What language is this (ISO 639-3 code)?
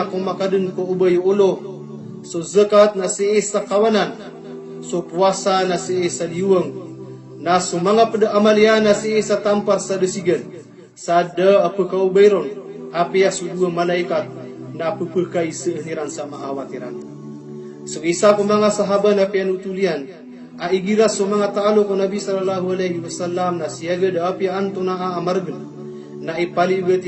mrw